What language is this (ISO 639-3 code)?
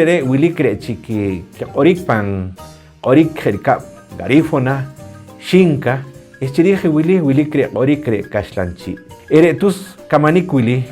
poh